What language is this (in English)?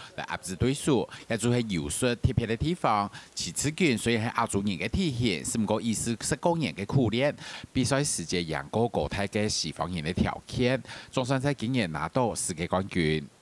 Hakka Chinese